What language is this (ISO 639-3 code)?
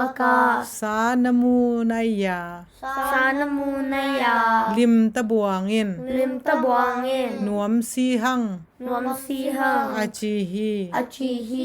ctd